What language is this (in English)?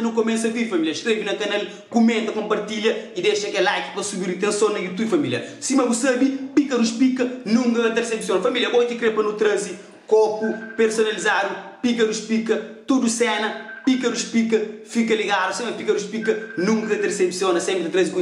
Kabuverdianu